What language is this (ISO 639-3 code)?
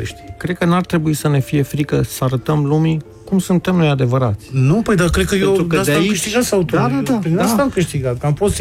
ron